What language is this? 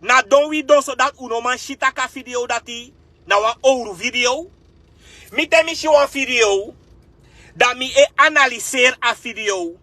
Sranan Tongo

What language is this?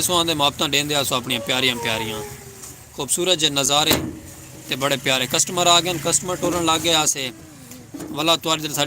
Saraiki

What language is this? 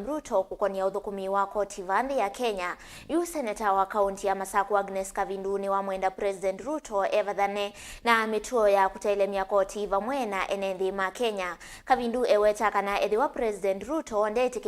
Kamba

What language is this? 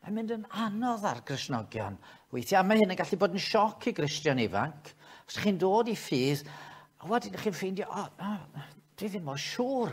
Welsh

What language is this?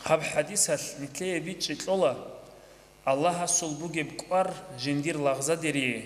Avaric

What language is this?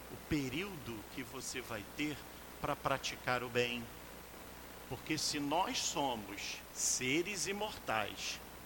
Portuguese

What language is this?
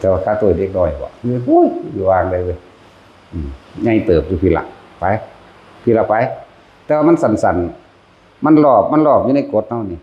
Northeastern Thai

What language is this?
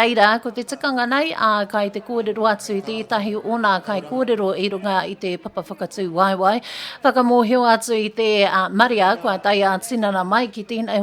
Māori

